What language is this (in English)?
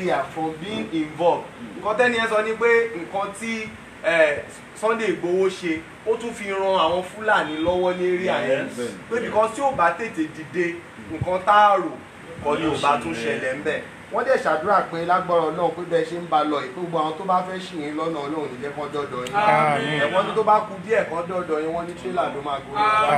Yoruba